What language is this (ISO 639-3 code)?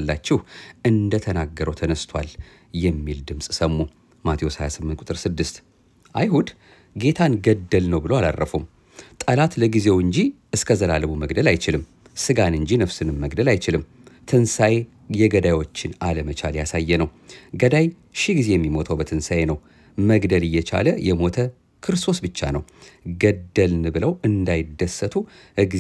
amh